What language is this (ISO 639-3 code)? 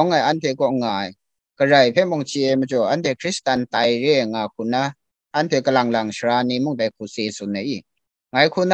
kac